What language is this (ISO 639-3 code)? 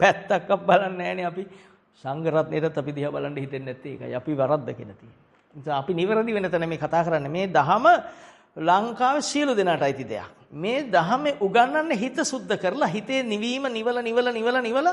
sin